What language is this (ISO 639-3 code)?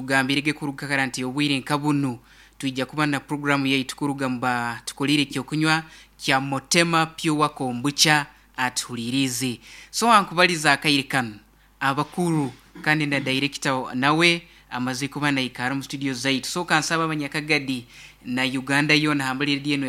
nyn